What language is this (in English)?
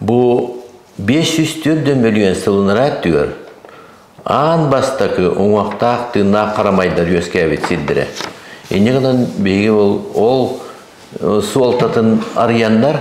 Yakut